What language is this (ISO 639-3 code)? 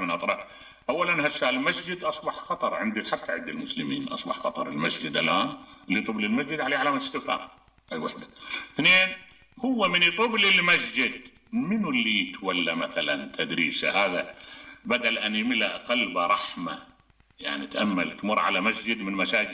acm